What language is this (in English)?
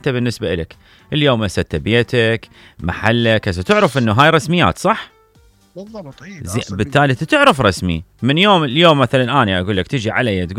Mesopotamian Arabic